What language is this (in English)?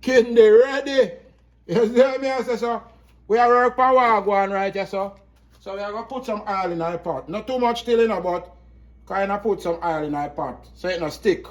Jamaican Creole English